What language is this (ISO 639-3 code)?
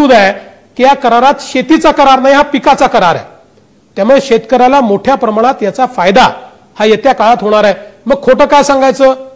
mar